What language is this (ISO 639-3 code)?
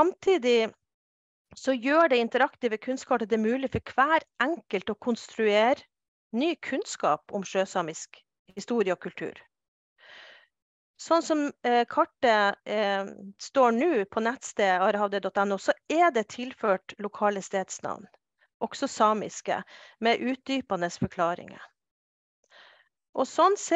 nor